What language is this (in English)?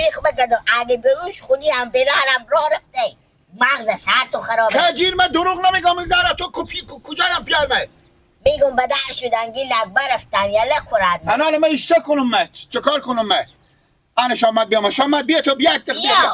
Persian